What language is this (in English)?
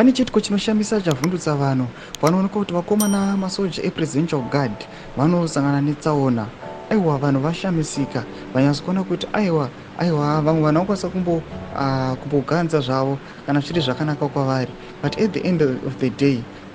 Shona